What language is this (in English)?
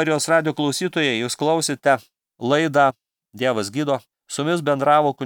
Lithuanian